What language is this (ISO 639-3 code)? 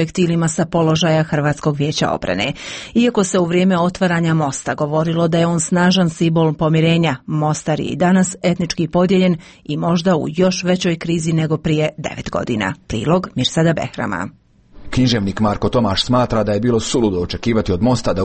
bos